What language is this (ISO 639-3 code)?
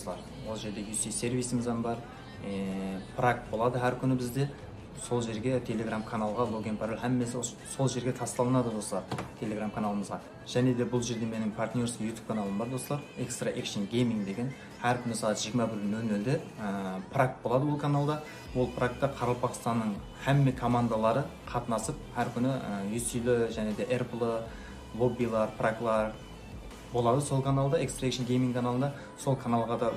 kaa